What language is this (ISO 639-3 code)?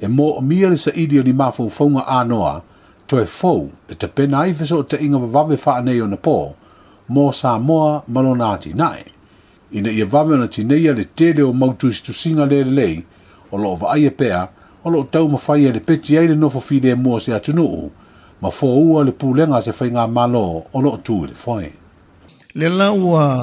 smo